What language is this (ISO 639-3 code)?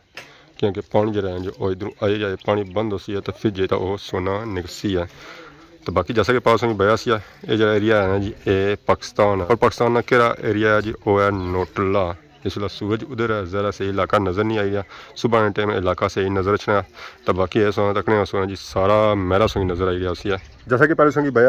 phr